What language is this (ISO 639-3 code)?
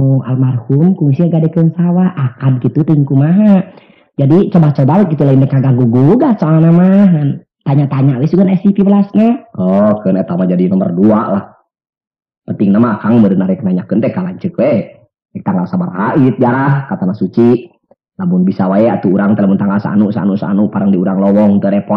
sun